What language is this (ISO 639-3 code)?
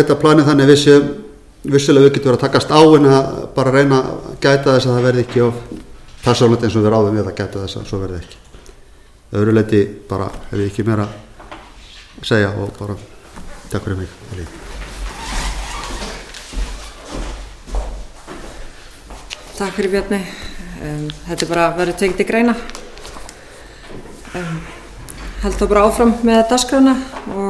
isl